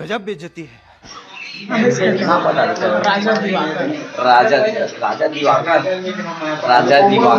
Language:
Chhattisgarhi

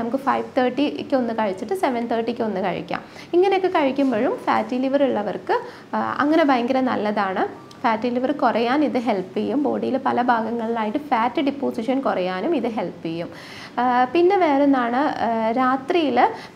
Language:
Malayalam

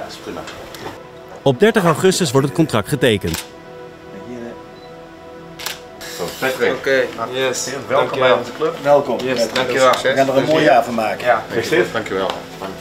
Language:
Dutch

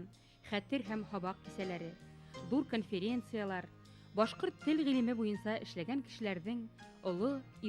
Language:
Bashkir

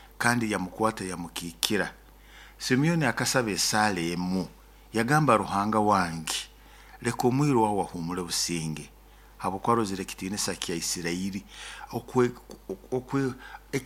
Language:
Nyoro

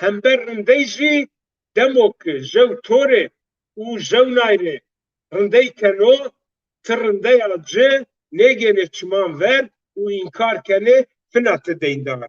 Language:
Zaza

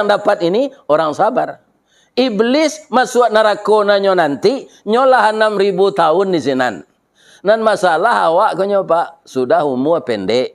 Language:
Minangkabau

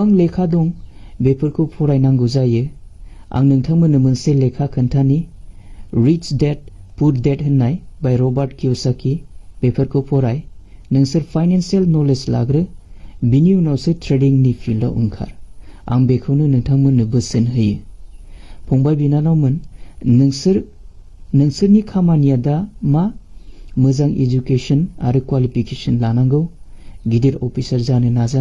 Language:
Bodo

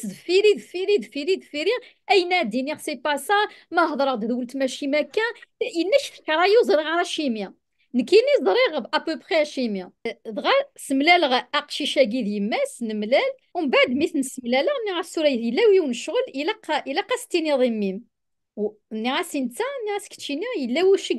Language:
Kabyle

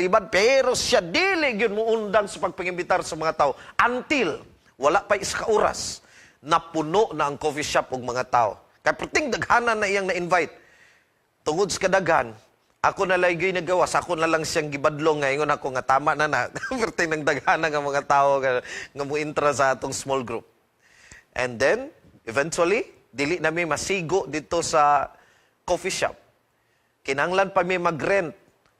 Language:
Cebuano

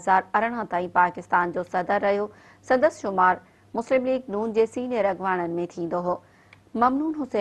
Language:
Sindhi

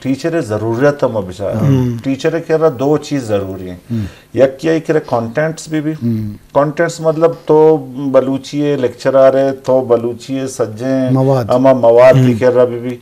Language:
Eastern Balochi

